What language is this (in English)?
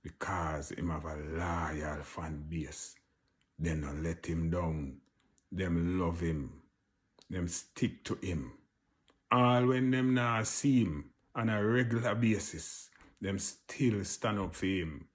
Jamaican Creole English